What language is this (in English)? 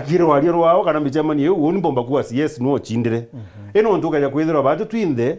Meru